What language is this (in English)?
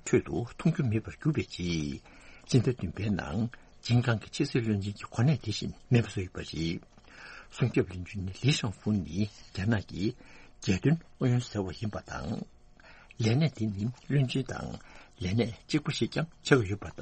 Tibetan